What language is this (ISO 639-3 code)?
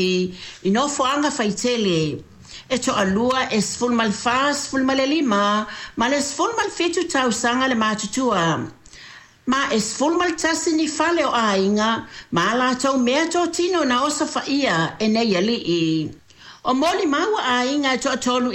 smo